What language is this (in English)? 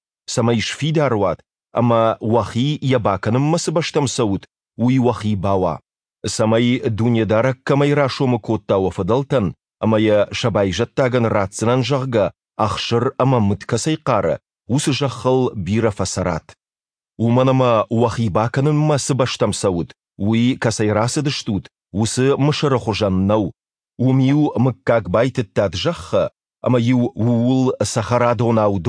Ossetic